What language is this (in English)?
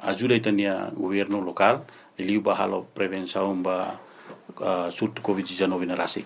Tetum